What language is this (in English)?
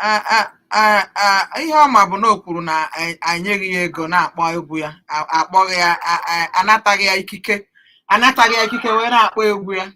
Igbo